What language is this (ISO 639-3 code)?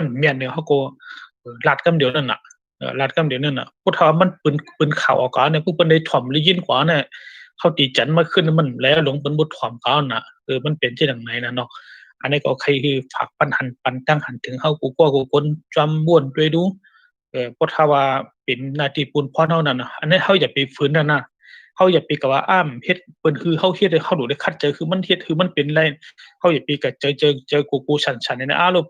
shn